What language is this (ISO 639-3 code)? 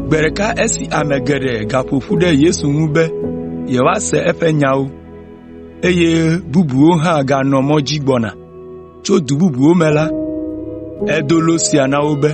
ewe